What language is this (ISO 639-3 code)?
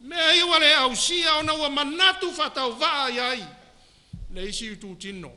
smo